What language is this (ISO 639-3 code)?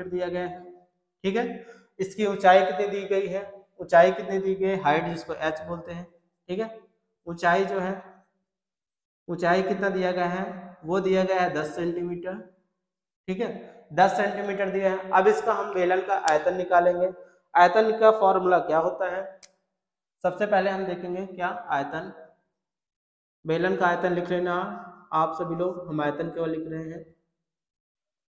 hin